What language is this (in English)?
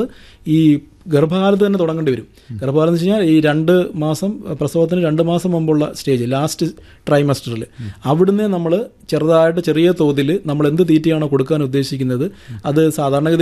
Malayalam